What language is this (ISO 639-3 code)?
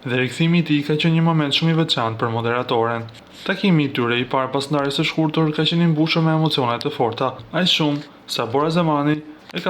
sqi